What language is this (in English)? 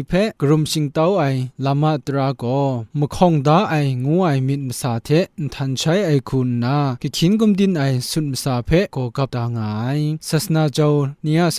Kachin